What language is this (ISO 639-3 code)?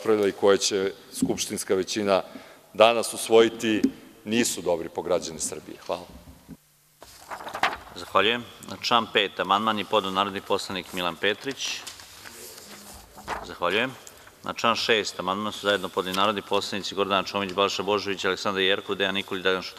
srp